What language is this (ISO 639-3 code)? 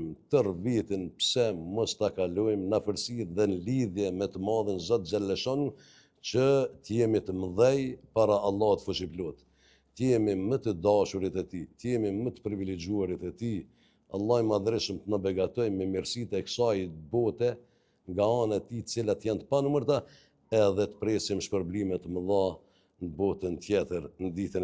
sqi